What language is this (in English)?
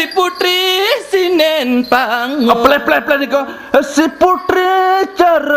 Balinese